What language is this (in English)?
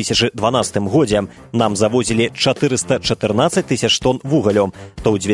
Belarusian